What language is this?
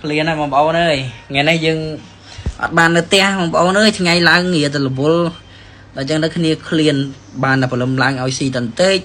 Khmer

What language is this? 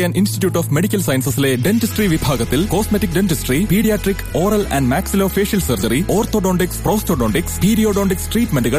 Malayalam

